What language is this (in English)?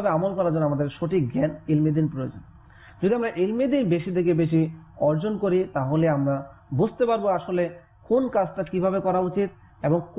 Bangla